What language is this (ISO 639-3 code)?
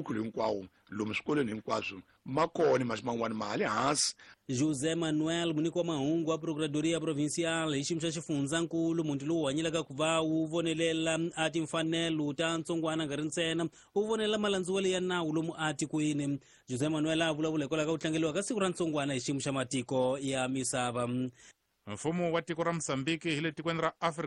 tso